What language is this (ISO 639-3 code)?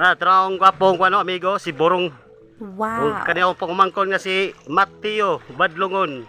ceb